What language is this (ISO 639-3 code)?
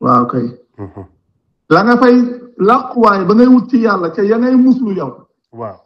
wol